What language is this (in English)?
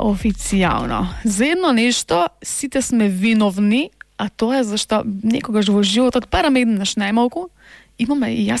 Macedonian